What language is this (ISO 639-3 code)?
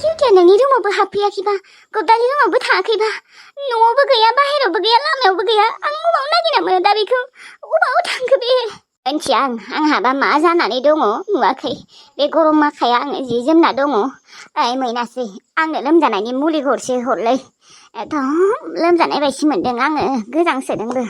brx